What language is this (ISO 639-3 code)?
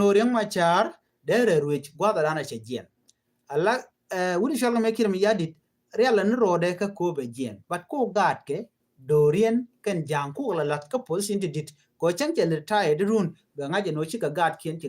nus